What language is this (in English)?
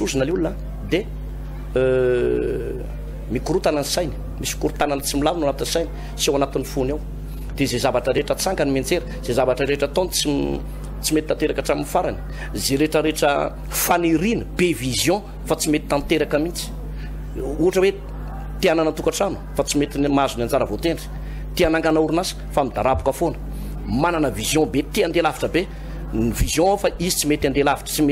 Malagasy